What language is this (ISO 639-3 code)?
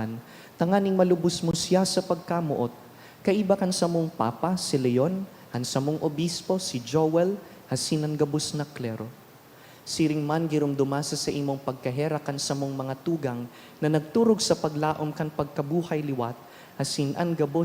bik